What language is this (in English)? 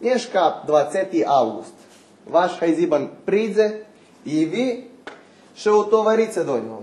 Rusyn